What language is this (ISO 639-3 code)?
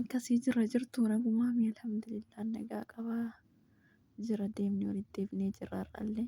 orm